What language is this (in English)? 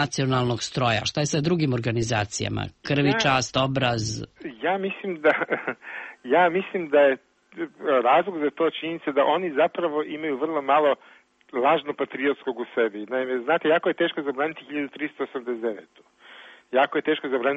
Serbian